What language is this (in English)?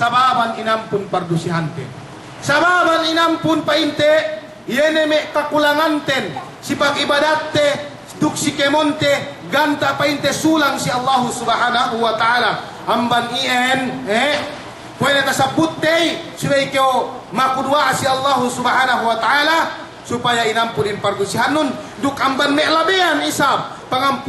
Yakan